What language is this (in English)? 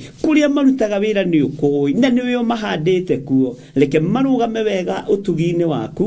Kikuyu